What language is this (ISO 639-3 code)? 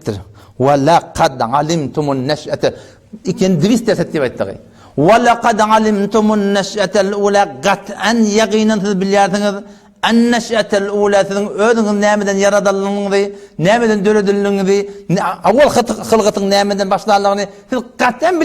tuk